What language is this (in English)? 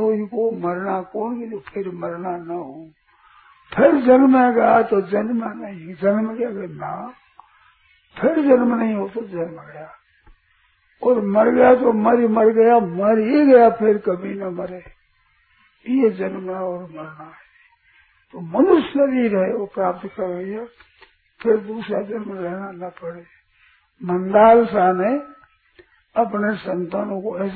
Hindi